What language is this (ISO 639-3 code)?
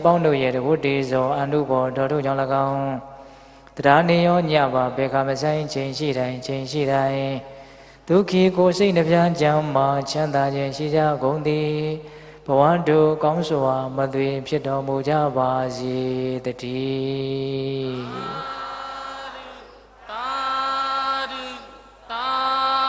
mya